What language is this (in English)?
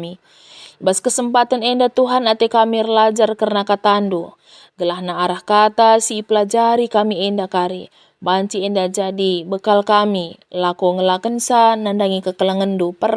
Batak Karo